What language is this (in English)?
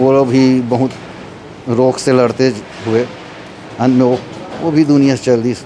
Chhattisgarhi